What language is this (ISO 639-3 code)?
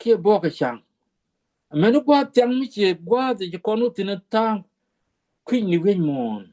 nus